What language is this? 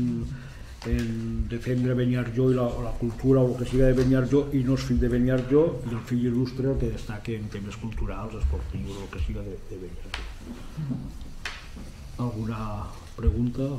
Catalan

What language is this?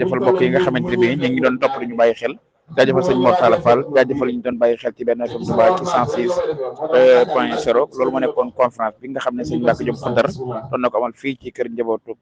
Wolof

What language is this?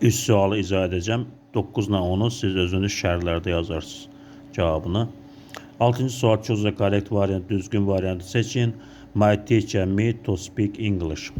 Azerbaijani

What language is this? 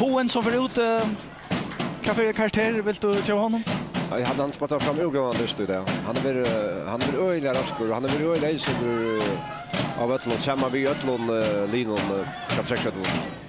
Faroese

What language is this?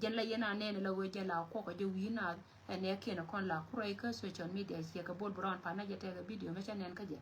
Nuer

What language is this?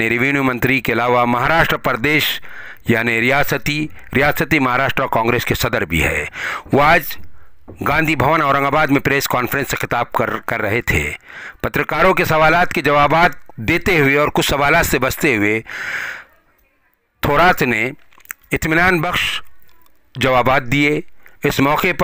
Marathi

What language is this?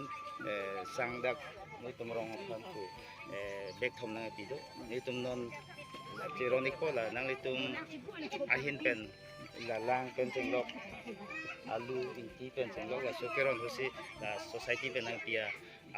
Karbi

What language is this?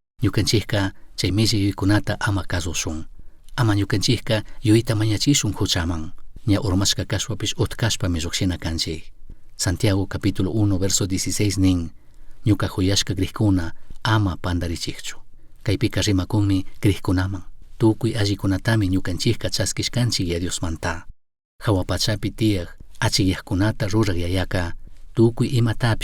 Chimborazo Highland Quichua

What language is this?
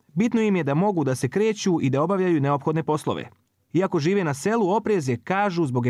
Bosnian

